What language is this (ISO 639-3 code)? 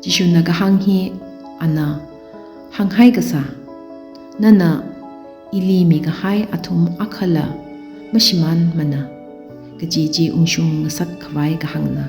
nmf